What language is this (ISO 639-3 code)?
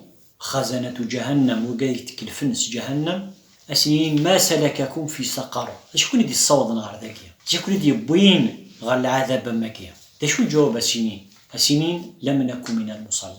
kab